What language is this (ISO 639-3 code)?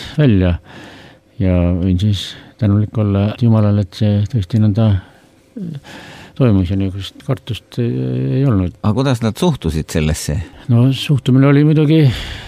est